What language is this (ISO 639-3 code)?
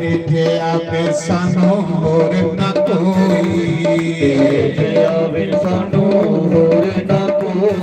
doi